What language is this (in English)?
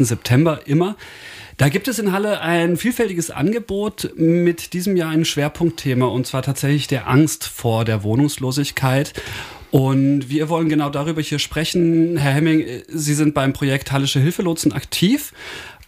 German